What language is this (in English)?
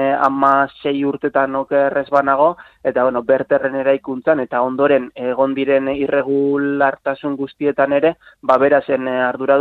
Basque